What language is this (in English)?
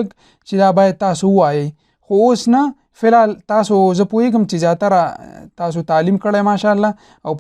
Pashto